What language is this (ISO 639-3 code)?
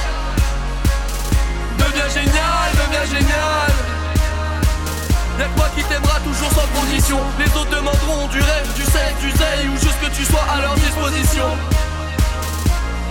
fra